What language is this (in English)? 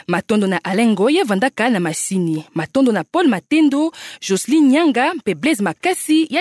Kituba (Democratic Republic of Congo)